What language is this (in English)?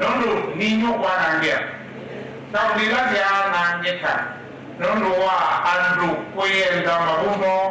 Kamba